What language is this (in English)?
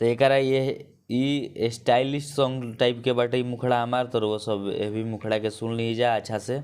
Bhojpuri